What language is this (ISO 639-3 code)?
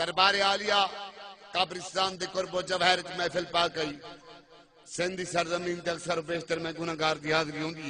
skr